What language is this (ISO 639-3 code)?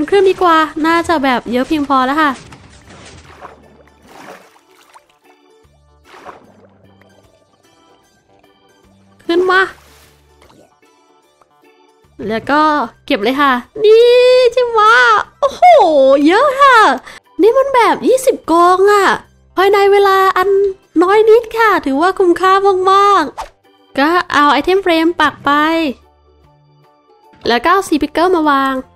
tha